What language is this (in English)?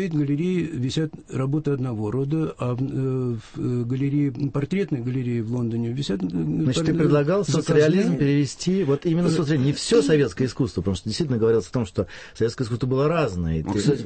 Russian